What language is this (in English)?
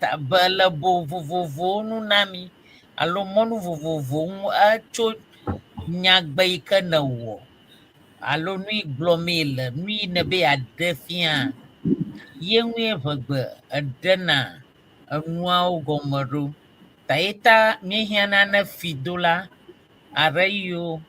Ewe